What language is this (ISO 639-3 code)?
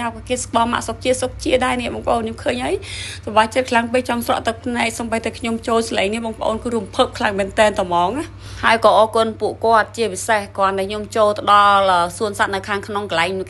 khm